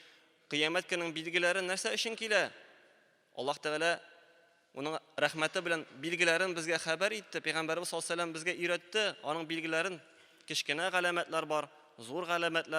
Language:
Tatar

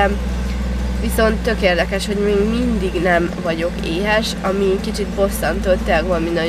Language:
Hungarian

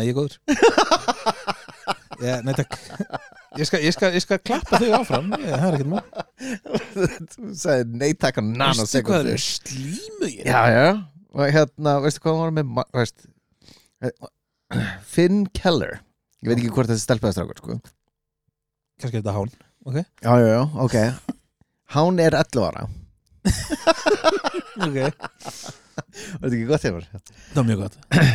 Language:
Icelandic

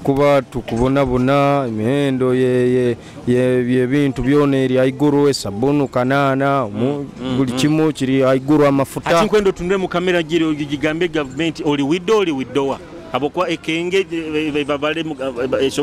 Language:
Nyoro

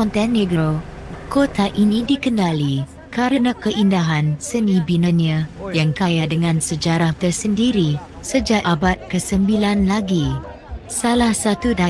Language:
Malay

